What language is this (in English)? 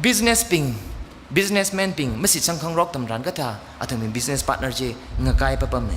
Tangkhul Naga (India)